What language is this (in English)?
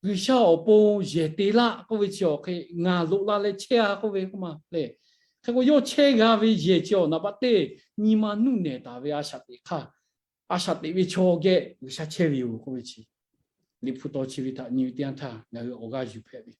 Lahu